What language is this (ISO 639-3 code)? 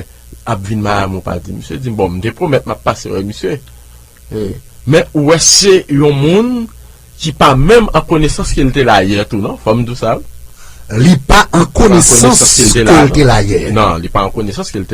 hat